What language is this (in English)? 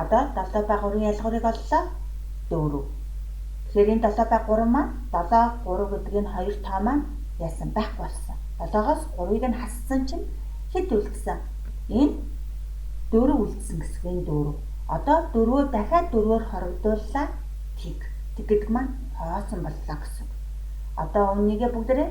Mongolian